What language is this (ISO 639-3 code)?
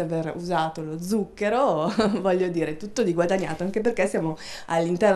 ita